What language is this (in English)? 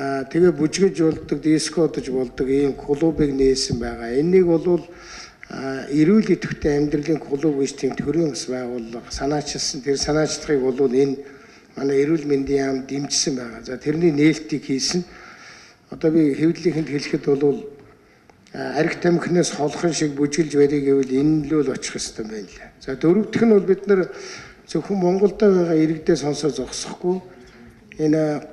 Mongolian